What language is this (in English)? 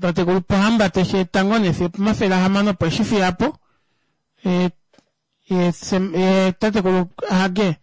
Kuanyama